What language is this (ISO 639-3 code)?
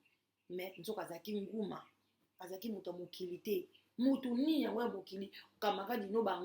lin